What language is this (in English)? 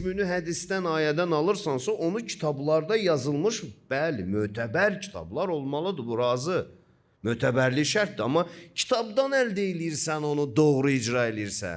Azerbaijani